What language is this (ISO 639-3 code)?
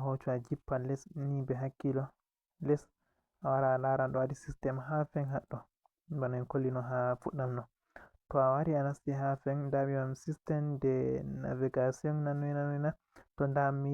ful